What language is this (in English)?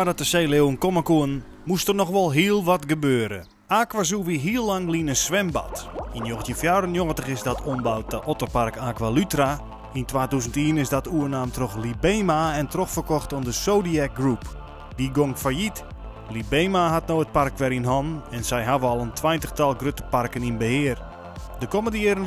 Western Frisian